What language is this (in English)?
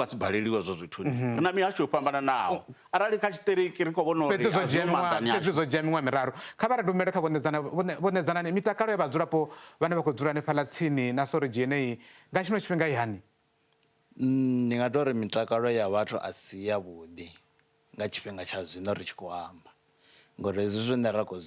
Venda